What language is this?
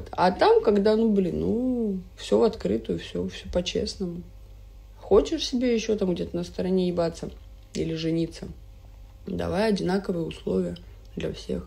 Russian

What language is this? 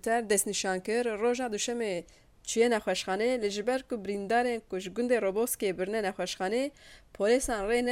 Kurdish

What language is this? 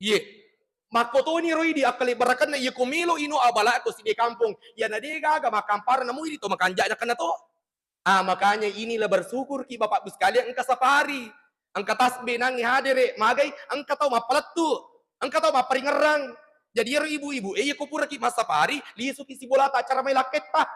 Buginese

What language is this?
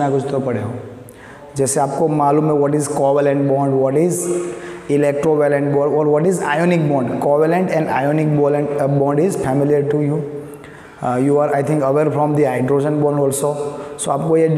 Hindi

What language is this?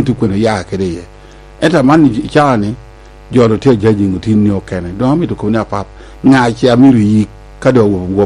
Lango (Uganda)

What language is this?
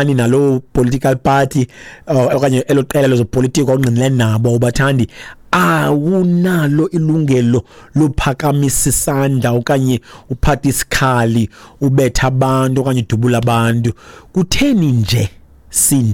Xhosa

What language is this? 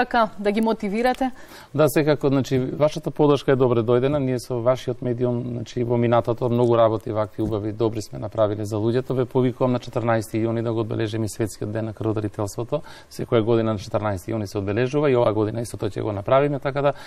Macedonian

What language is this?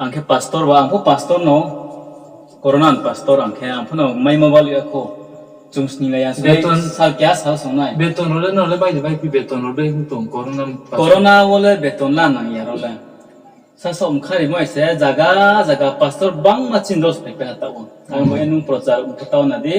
Riang (India)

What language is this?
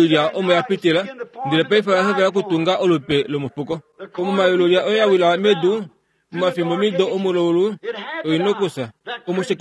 Kuanyama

